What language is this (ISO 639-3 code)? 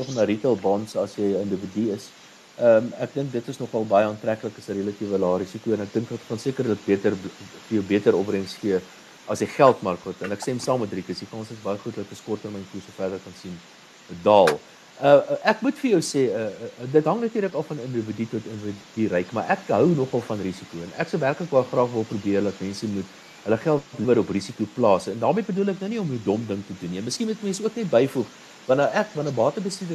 afr